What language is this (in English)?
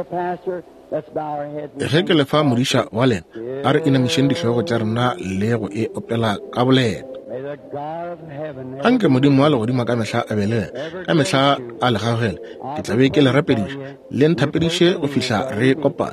Northern Sotho